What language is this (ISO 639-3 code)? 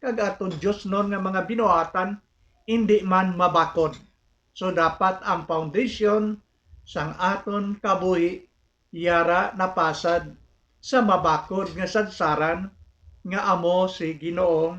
hil